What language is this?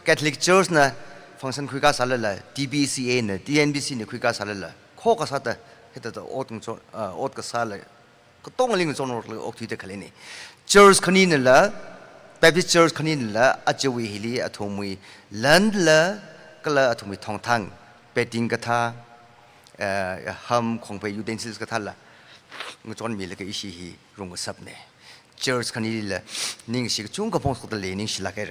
Tangkhul Naga (India)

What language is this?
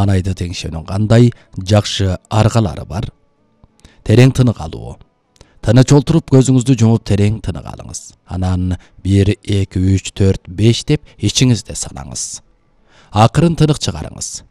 Kyrgyz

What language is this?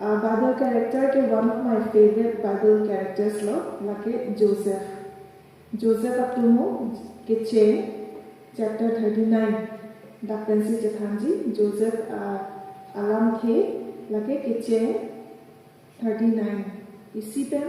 Karbi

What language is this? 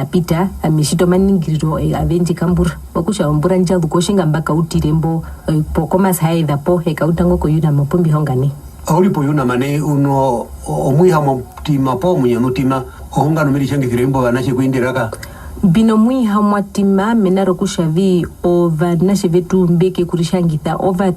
Herero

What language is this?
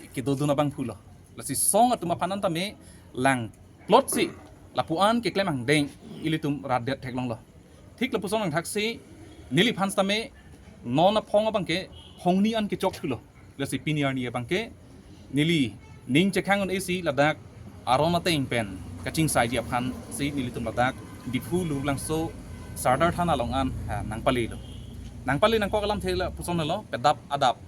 Karbi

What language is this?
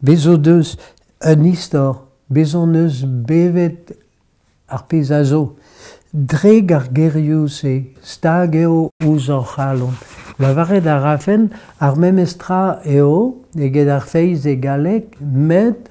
Breton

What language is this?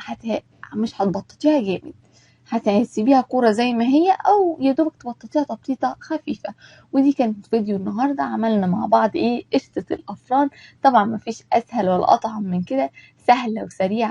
Egyptian Arabic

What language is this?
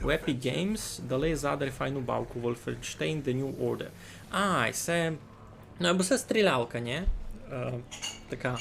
Rusyn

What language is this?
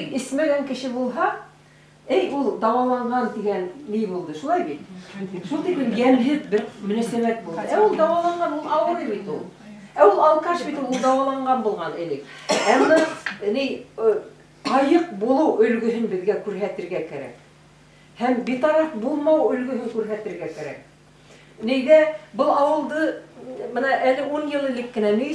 Bashkir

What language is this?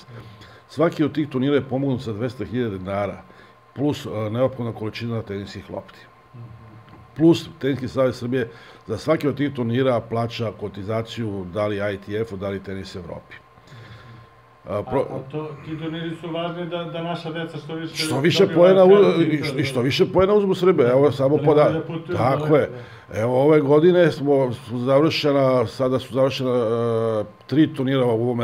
Serbian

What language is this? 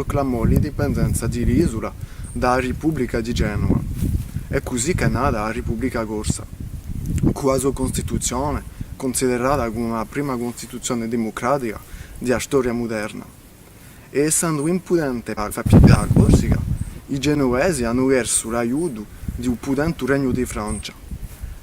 Corsican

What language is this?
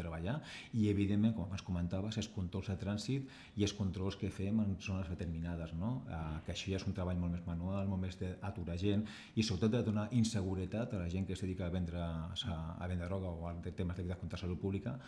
Catalan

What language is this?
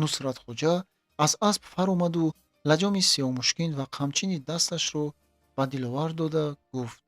Tajik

